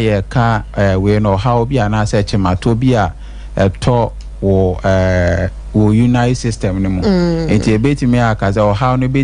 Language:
Akan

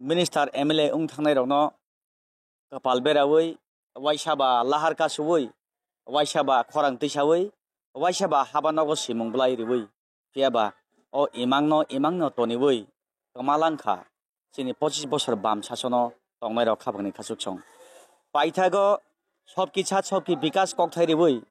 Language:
Kok Borok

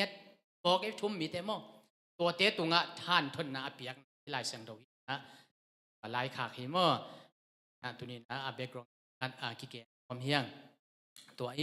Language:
Tedim Chin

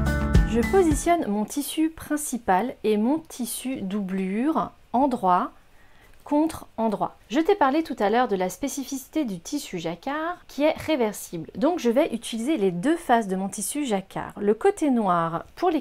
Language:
French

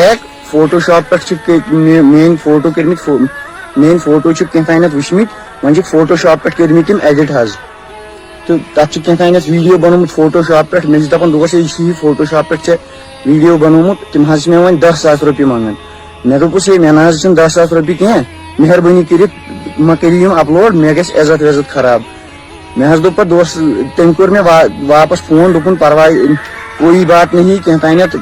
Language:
Kashmiri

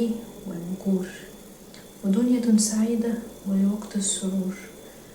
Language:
Egyptian Arabic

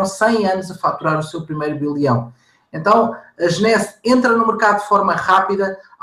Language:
Portuguese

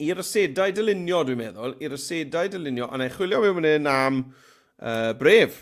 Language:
Welsh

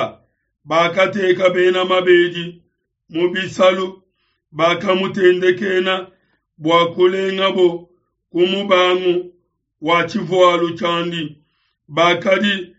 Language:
Luba-Lulua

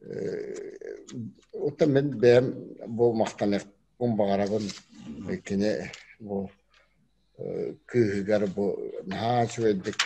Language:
Yakut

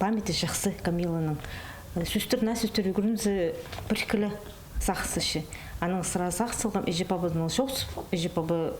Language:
Khakas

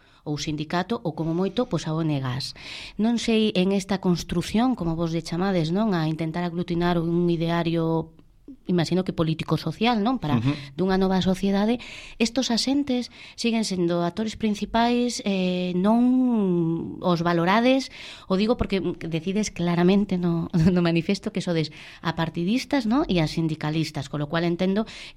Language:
Galician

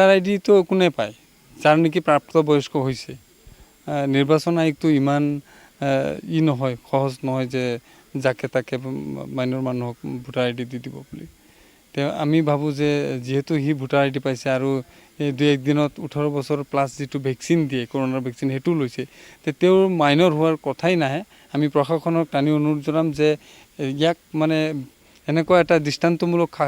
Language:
Assamese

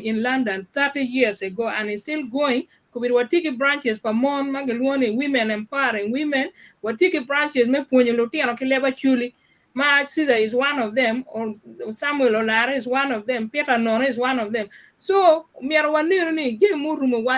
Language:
Acoli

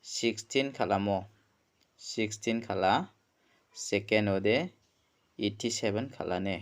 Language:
Garo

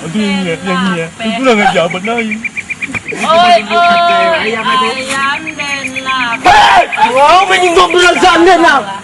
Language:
Minangkabau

